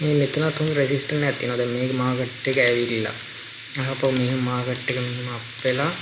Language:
Sinhala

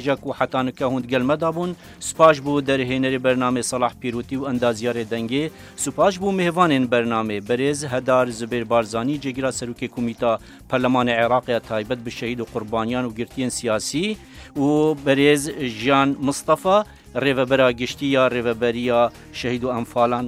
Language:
Kurdish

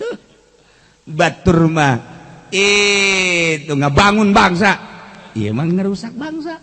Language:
Sundanese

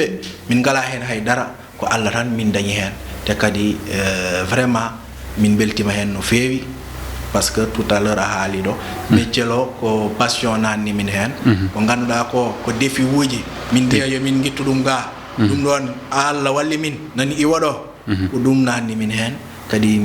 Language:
Fula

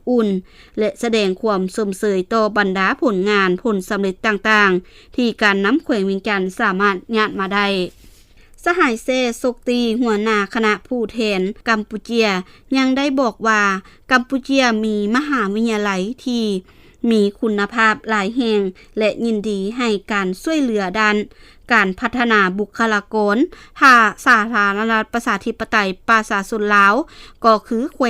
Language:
Lao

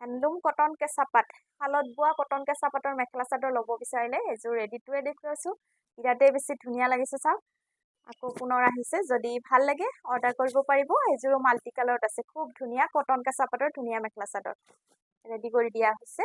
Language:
Assamese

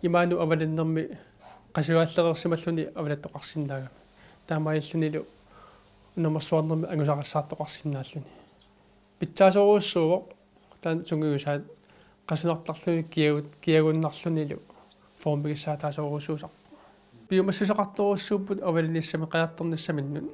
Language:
Kalaallisut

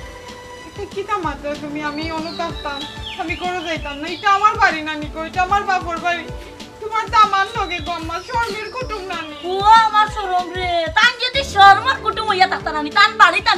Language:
Sylheti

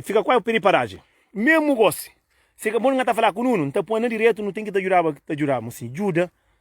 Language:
Kabuverdianu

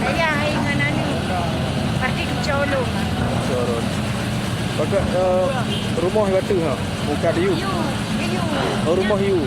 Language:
Achinese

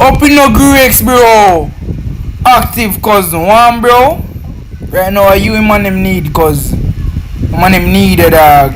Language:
Jamaican Creole English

